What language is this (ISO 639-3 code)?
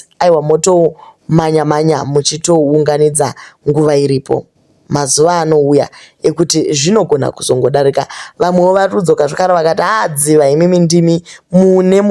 sna